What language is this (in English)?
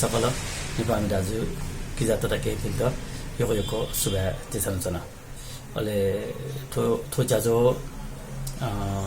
Newari